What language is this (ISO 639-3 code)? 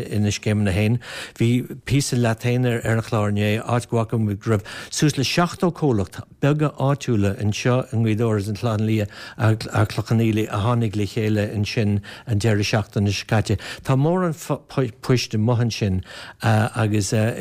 gle